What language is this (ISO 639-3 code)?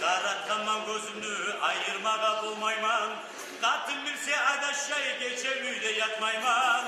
kum